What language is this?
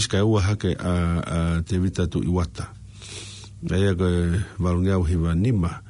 Tongan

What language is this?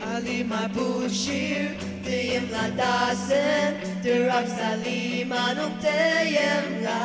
Ao Naga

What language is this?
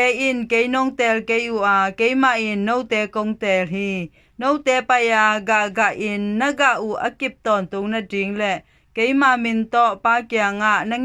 Tedim Chin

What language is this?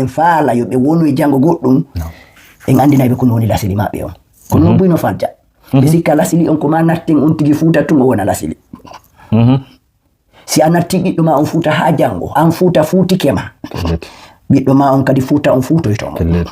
Fula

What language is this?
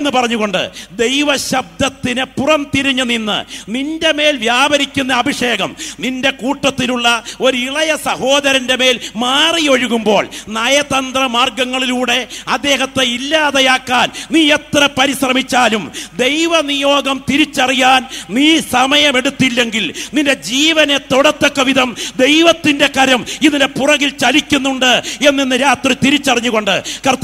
Malayalam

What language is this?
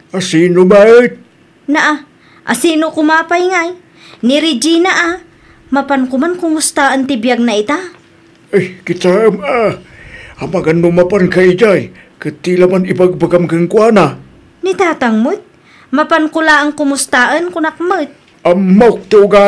Iloko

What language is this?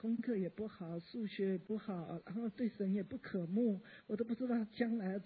Chinese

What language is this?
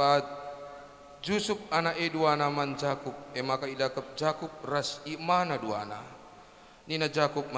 Batak Karo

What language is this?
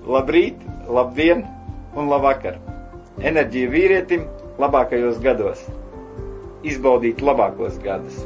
Latvian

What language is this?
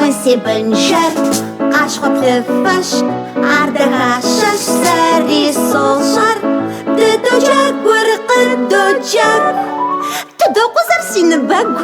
Kabardian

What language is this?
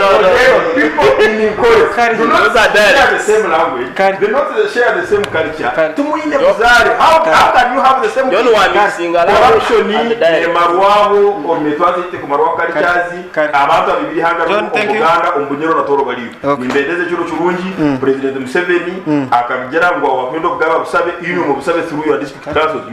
Nyankole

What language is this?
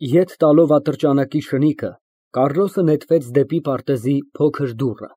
Armenian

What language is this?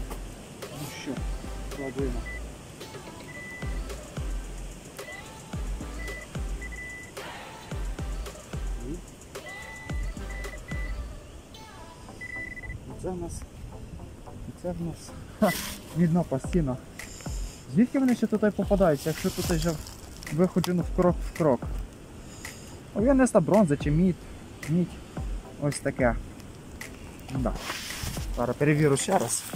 Ukrainian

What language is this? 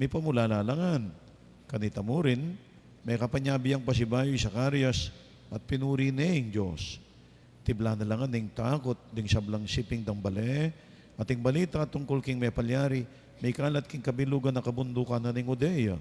Pampanga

